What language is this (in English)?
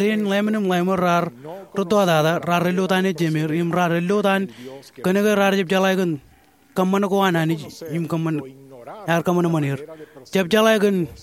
Marshallese